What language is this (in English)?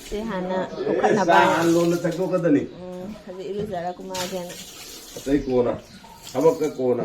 Manipuri